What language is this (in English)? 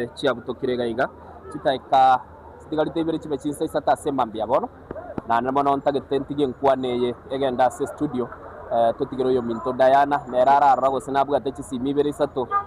Gusii